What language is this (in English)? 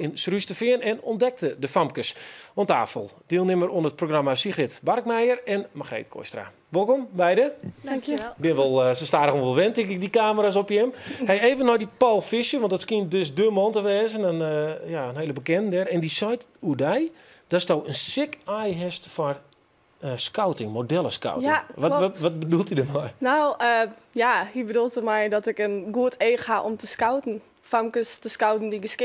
Western Frisian